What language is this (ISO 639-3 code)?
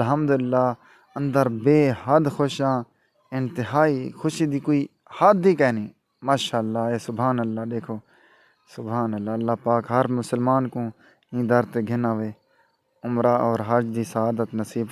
skr